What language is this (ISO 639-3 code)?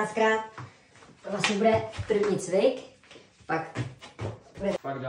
ces